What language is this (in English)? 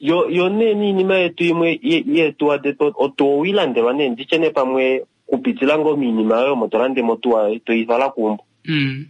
Kuanyama